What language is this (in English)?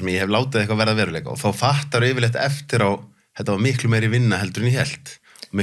Icelandic